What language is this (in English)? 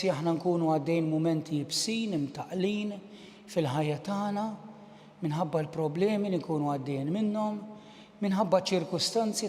Maltese